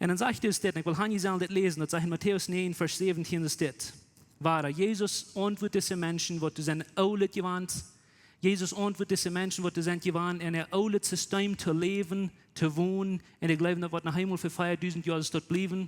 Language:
Plautdietsch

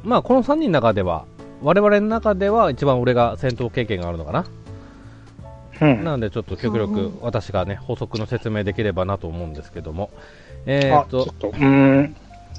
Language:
Japanese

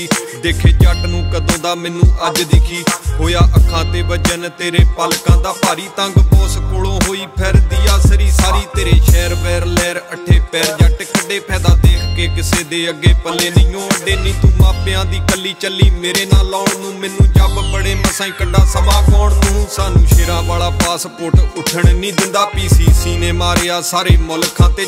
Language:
Punjabi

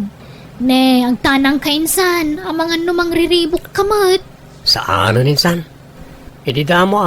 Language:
Iloko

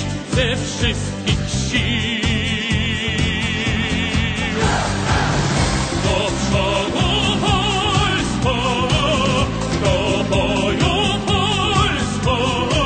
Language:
Polish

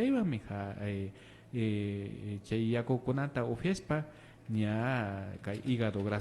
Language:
Imbabura Highland Quichua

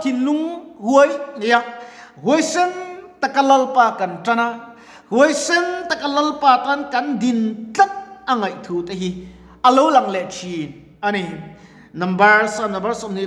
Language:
Mizo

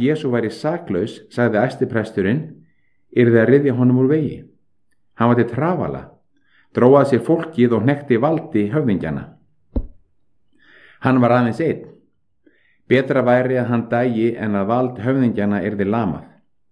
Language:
Icelandic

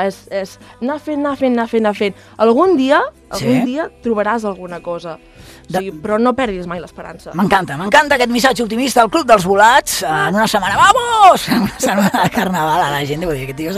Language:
Catalan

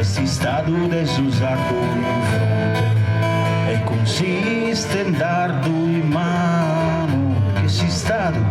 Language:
Sardinian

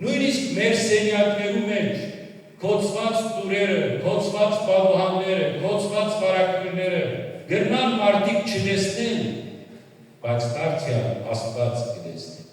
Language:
Western Armenian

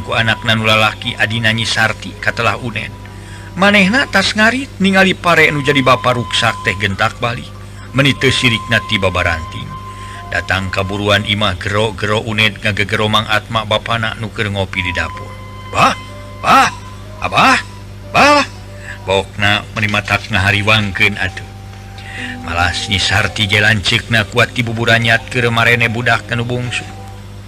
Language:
Sundanese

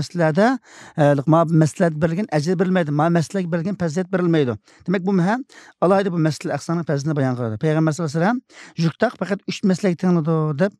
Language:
Uyghur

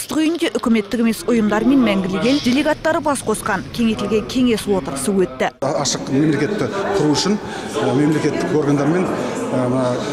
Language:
Kazakh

